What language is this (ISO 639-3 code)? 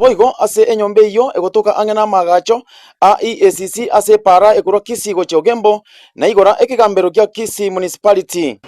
guz